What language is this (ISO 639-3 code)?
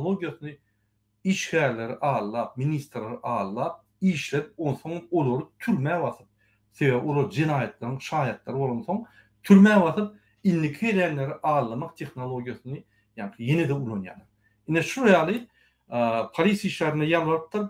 tuk